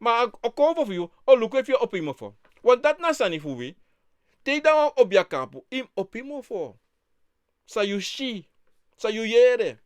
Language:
Sranan Tongo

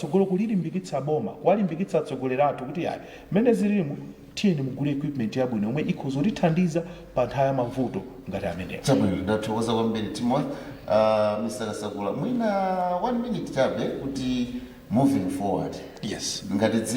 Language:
Nyanja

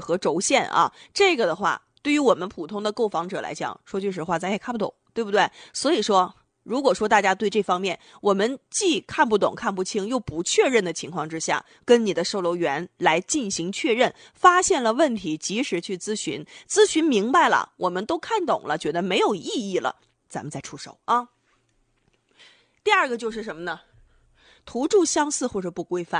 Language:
Chinese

